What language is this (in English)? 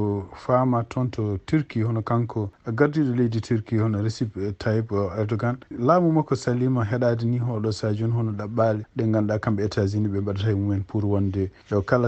Fula